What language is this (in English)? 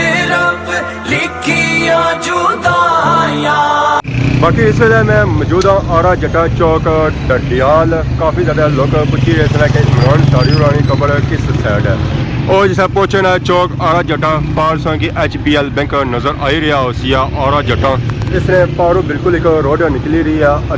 Pahari-Potwari